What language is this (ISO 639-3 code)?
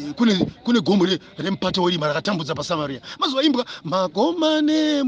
sna